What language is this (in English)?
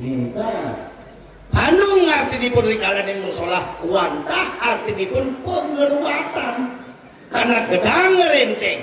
Balinese